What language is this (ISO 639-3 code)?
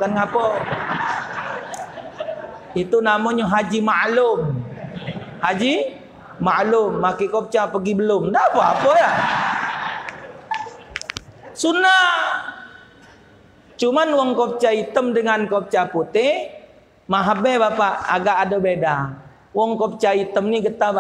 msa